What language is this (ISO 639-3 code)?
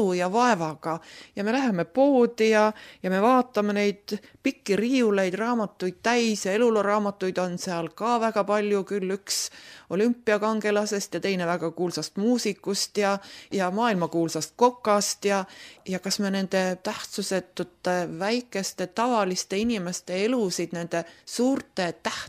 est